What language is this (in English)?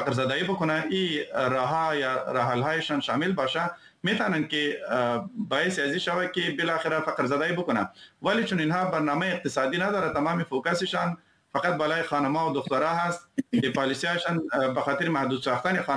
Persian